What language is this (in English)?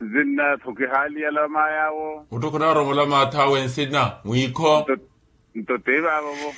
Makhuwa